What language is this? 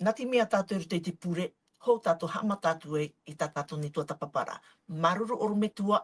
Tahitian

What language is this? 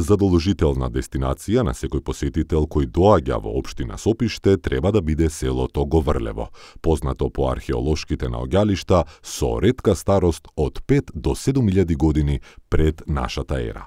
Macedonian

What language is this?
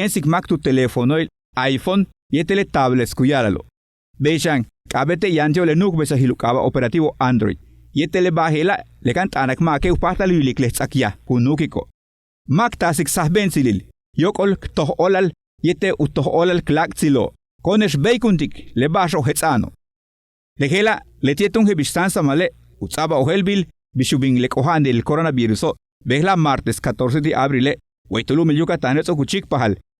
Yucateco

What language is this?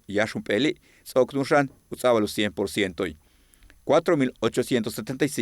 Yucateco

